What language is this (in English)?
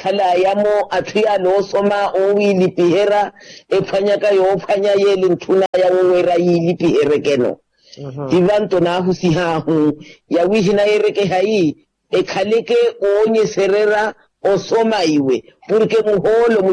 Makhuwa